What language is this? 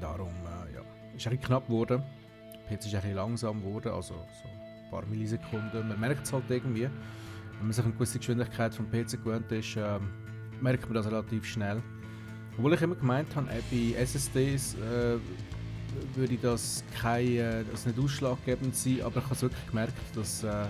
Swiss German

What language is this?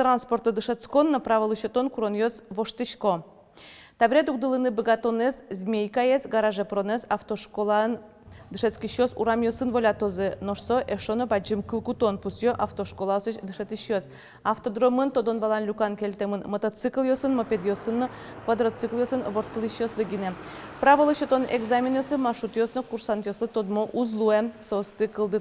Udmurt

